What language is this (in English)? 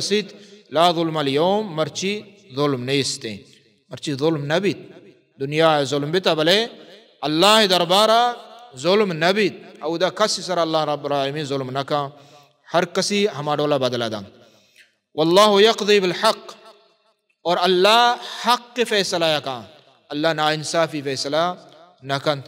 Baluchi